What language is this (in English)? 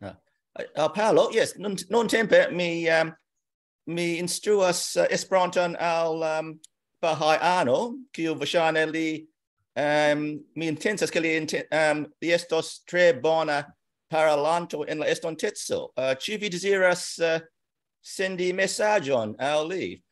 Esperanto